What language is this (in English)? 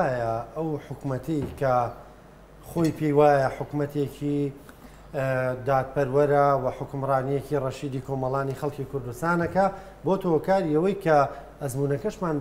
Central Kurdish